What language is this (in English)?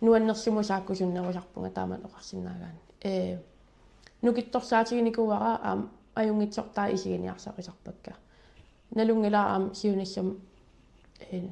Kalaallisut